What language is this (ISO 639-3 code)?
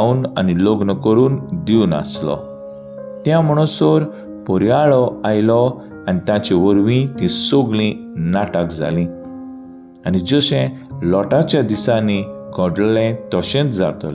kok